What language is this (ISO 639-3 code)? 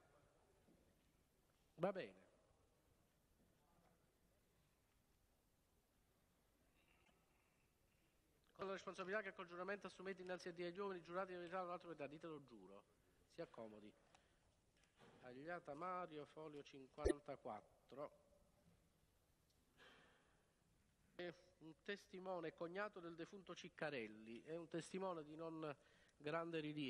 ita